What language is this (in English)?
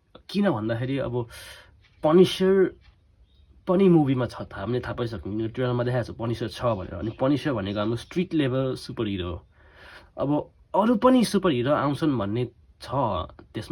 Nepali